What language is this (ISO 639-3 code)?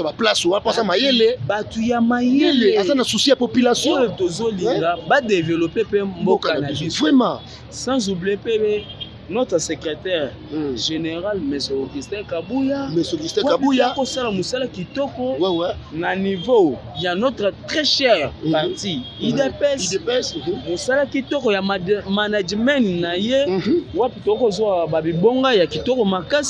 lin